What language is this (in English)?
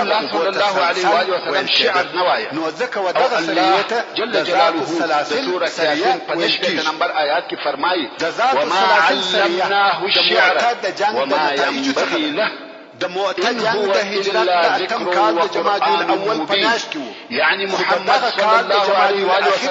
Pashto